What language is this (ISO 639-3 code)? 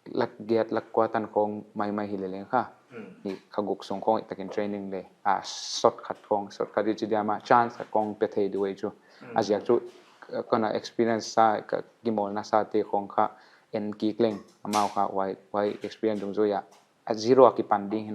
pck